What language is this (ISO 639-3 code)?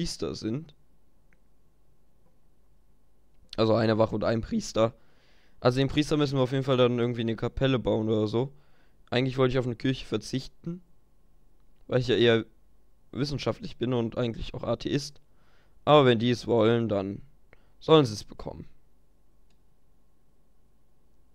deu